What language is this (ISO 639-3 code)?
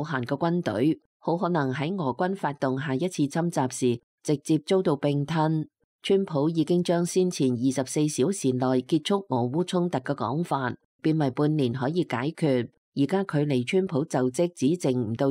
yue